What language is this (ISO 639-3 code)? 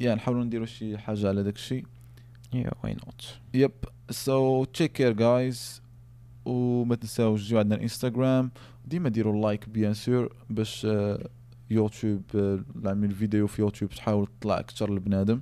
ary